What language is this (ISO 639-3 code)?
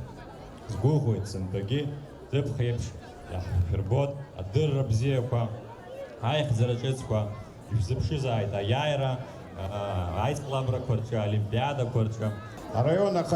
abk